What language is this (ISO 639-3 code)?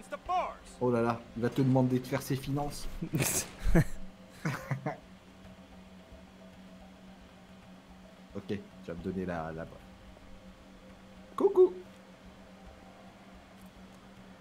fra